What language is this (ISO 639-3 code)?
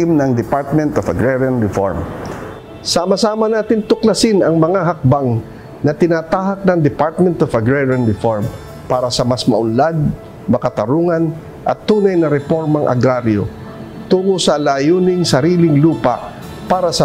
bik